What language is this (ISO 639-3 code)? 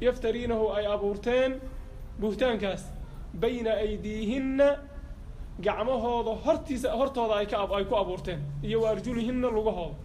som